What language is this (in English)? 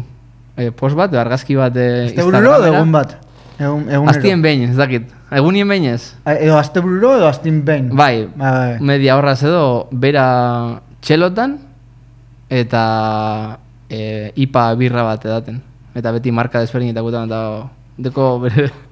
Basque